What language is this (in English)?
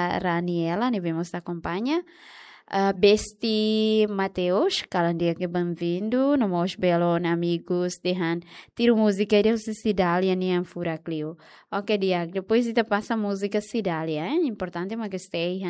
Tetum